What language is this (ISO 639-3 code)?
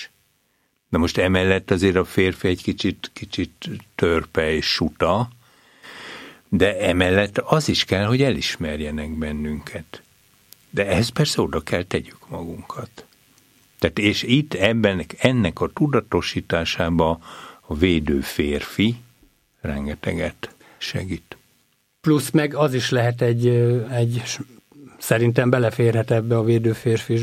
hun